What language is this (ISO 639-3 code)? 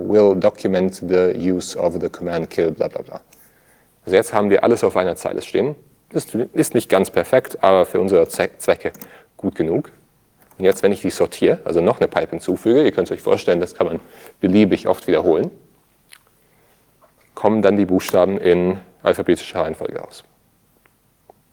deu